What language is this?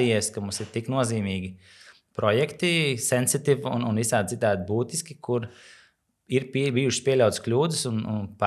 Latvian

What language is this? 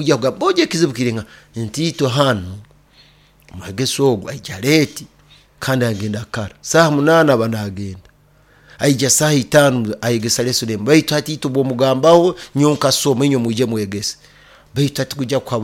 Nyoro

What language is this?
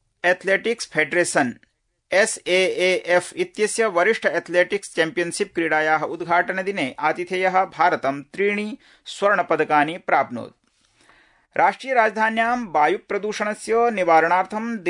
Sanskrit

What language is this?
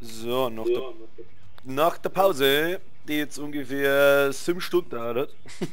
Bavarian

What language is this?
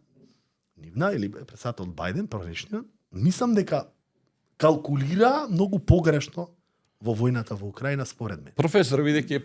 Macedonian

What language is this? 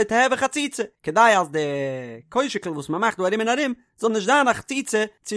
Yiddish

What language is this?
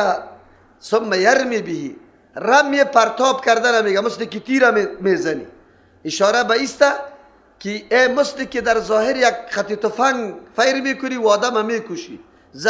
Persian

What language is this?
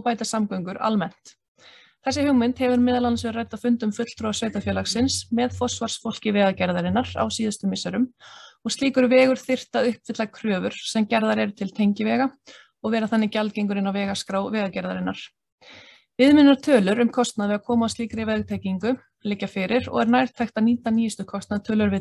Icelandic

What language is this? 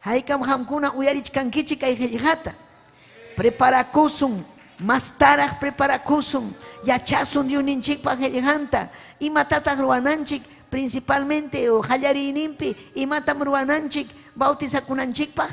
Ayacucho Quechua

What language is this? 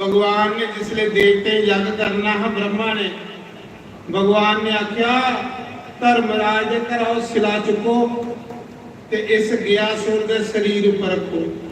Dogri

